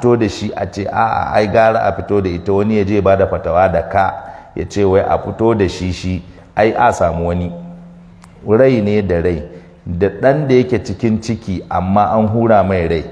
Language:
Hausa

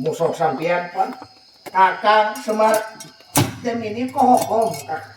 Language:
Banjar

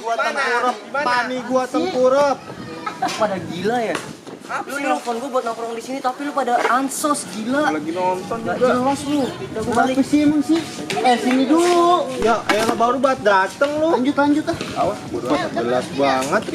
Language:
Betawi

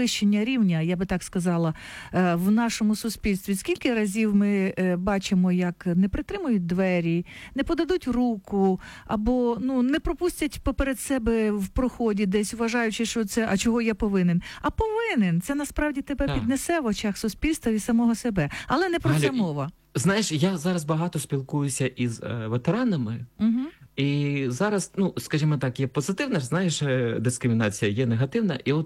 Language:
Ukrainian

